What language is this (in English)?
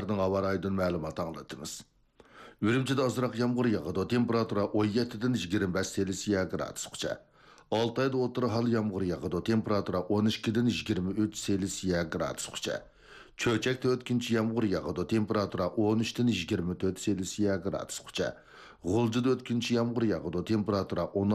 Uyghur